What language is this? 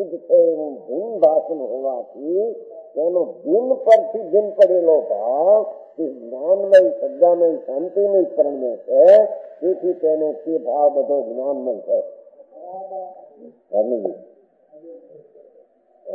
Gujarati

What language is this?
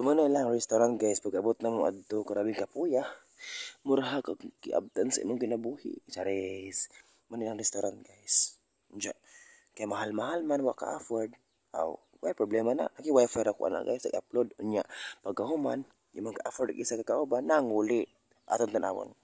Cebuano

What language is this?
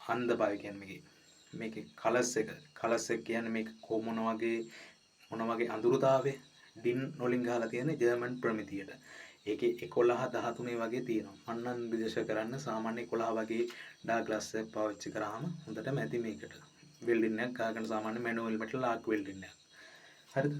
Sinhala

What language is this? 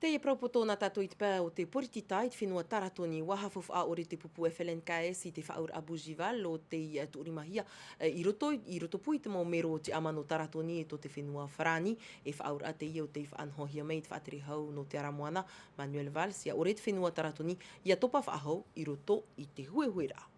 Tahitian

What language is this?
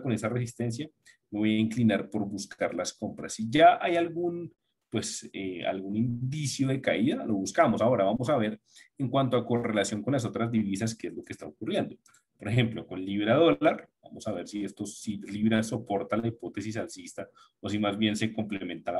Spanish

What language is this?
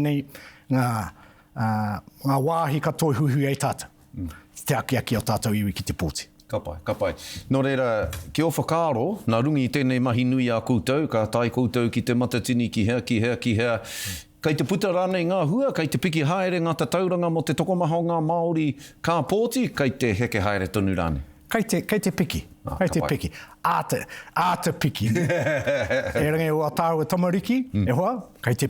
Māori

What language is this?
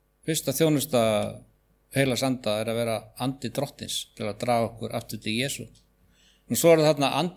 Icelandic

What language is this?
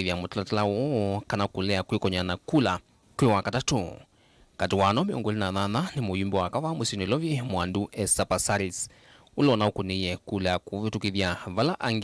Kamba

